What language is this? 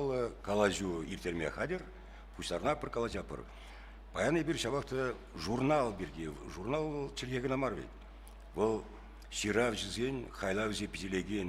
Chuvash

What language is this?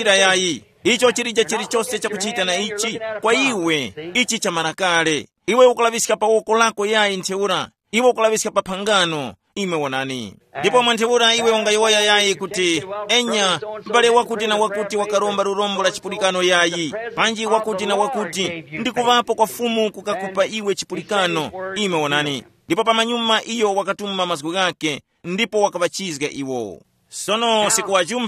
Tumbuka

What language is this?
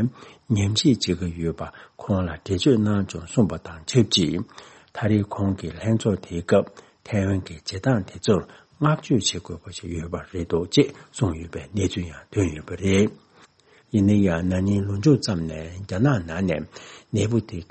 Tibetan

